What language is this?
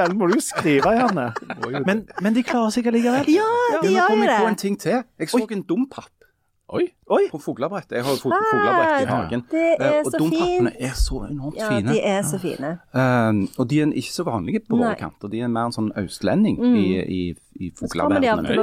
Norwegian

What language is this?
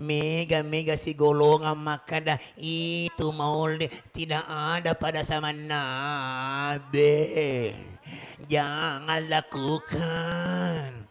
Buginese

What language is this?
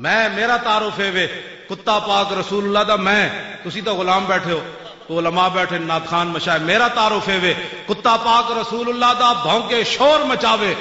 Western Panjabi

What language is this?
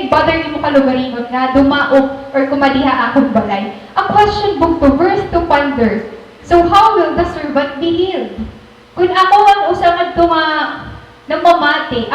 Waray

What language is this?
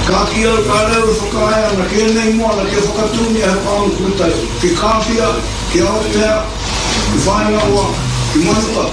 Māori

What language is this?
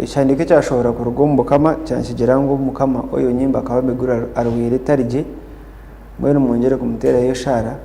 Nyankole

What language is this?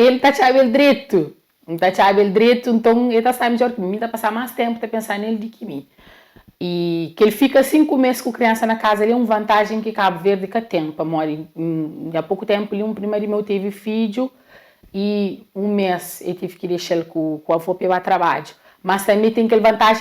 Kabuverdianu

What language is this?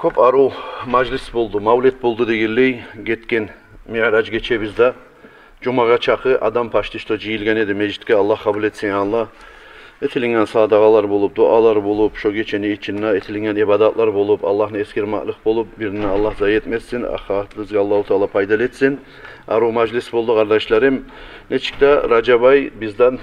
Kumyk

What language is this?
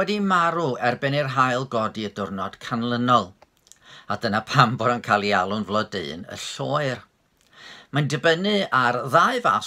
Welsh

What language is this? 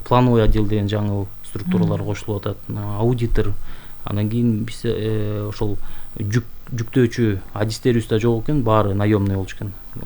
Kyrgyz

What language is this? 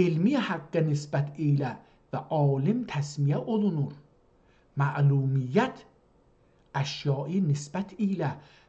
South Azerbaijani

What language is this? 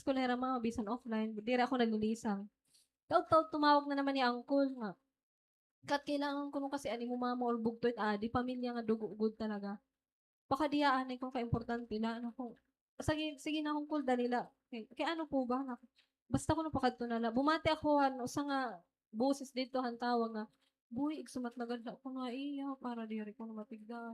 Waray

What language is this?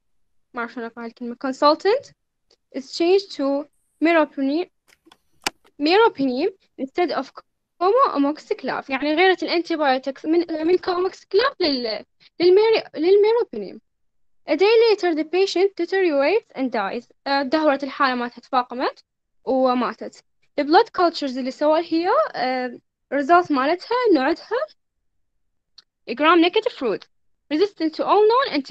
Mesopotamian Arabic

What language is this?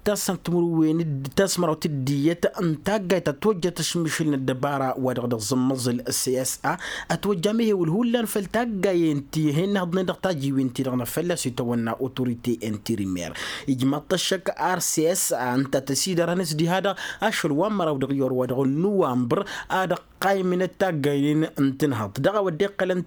Tamasheq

